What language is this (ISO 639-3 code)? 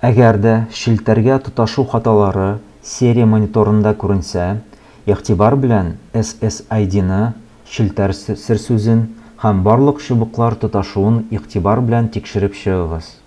tat